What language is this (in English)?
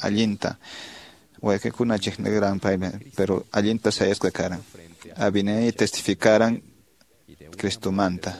Quechua